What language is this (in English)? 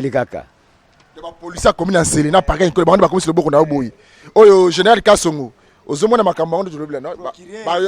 Lingala